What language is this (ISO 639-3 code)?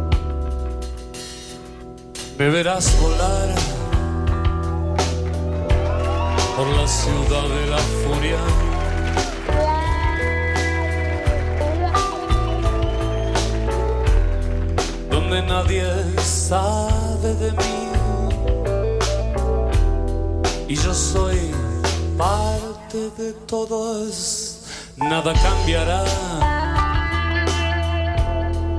spa